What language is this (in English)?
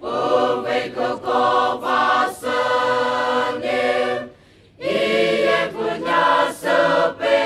Poumei Naga